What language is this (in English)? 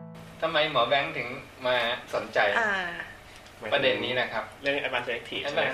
Thai